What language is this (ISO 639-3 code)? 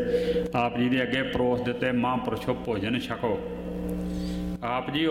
pan